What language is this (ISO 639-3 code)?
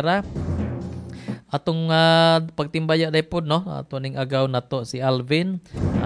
ceb